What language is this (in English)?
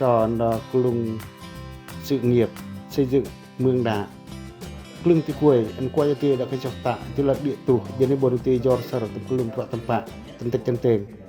Pacoh